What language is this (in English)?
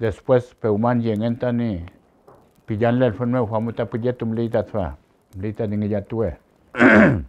Mapuche